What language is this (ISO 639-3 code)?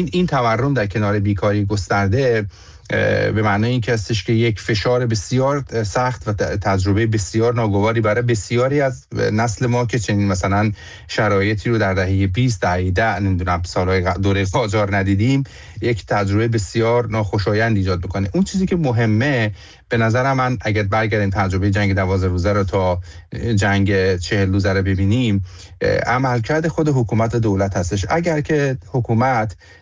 fas